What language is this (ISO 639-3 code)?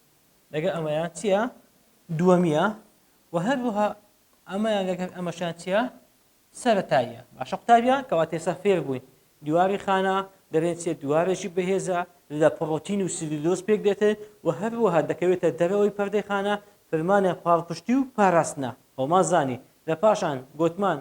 ckb